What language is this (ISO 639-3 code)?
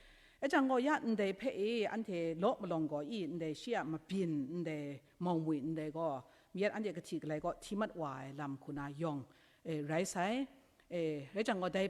kac